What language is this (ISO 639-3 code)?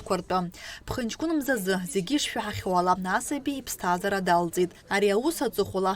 abk